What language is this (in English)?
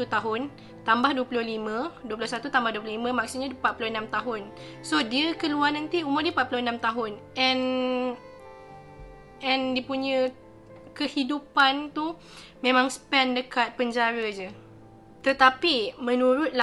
Malay